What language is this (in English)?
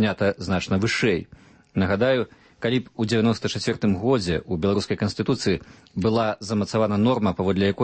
Belarusian